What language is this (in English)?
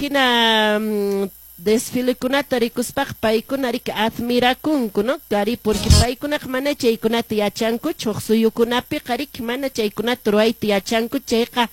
Quechua